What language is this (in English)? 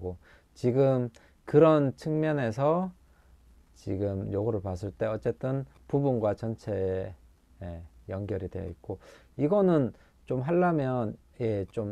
Korean